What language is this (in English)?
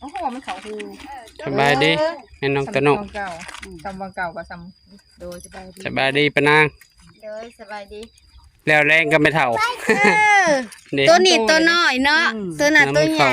Northeastern Thai